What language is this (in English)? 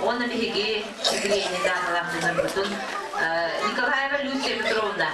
Yakut